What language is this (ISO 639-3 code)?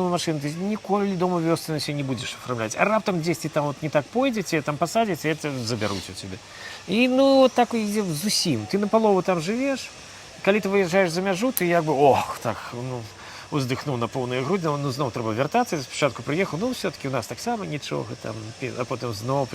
bel